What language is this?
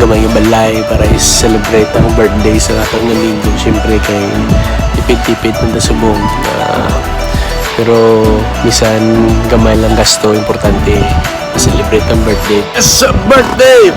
Hiligaynon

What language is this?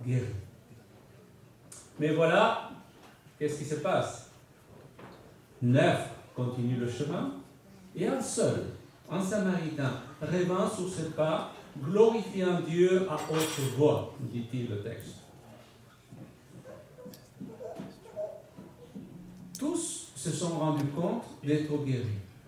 French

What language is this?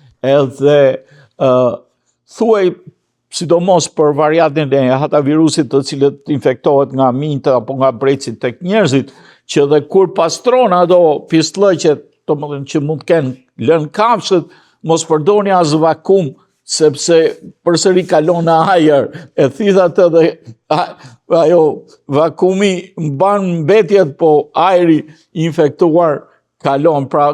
Albanian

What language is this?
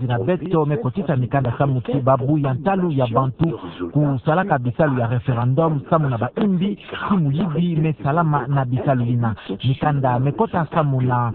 Kituba (Democratic Republic of Congo)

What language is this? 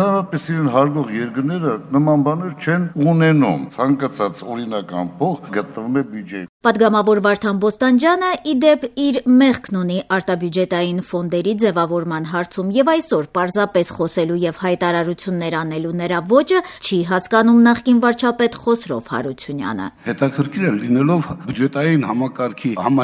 Armenian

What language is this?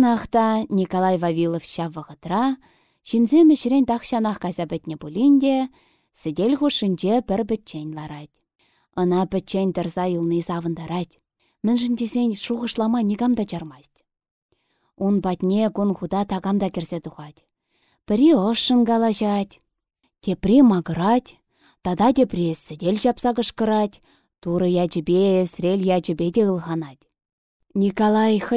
Chuvash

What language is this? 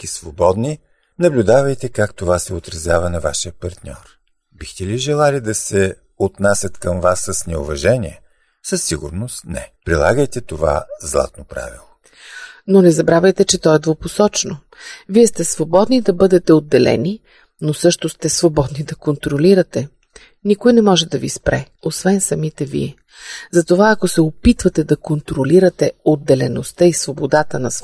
Bulgarian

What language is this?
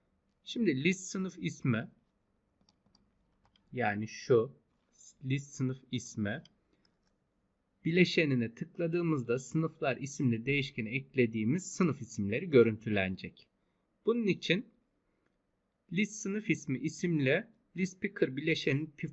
Turkish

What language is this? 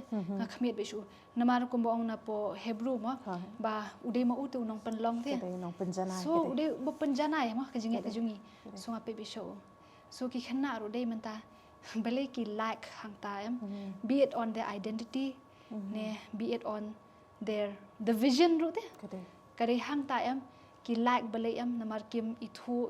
Khasi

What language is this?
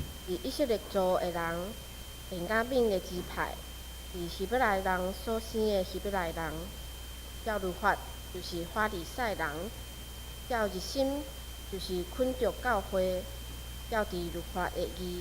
Min Nan Chinese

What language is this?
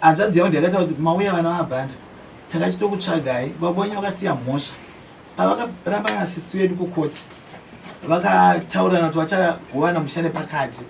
Shona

